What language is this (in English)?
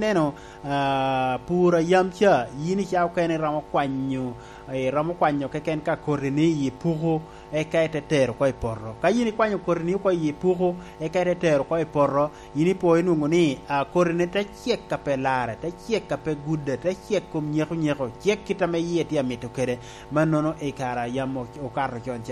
Lango (Uganda)